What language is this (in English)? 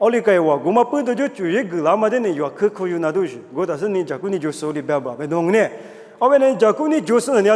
Lisu